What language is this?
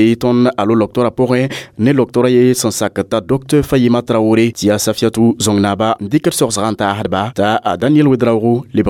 Mossi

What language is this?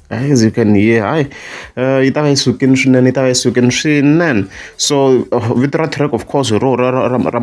Tsonga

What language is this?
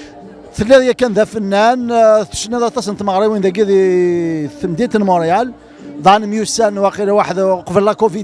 Kabyle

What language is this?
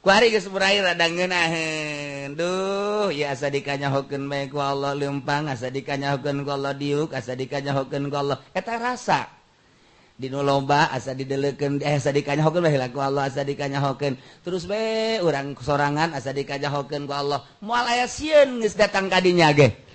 Sundanese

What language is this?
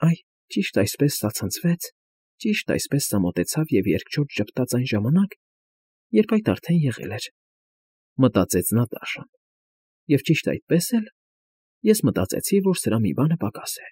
Armenian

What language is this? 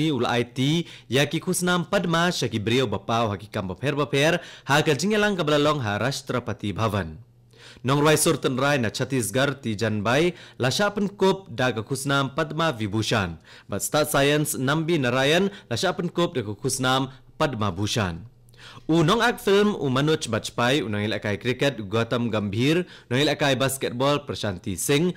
Khasi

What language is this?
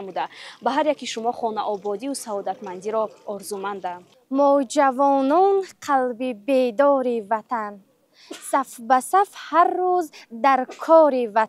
Tajik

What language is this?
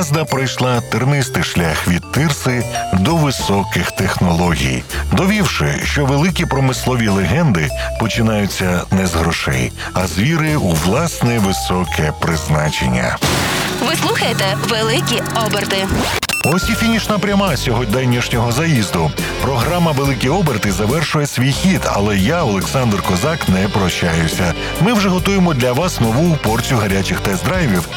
Ukrainian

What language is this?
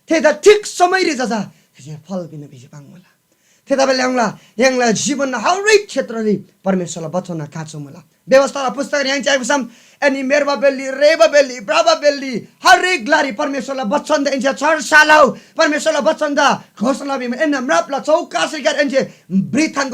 Eastern Tamang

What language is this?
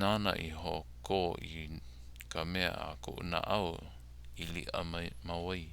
Hawaiian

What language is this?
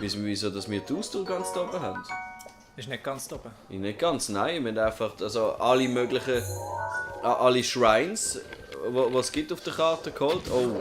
Swiss German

